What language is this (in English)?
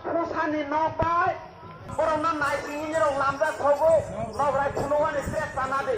Kok Borok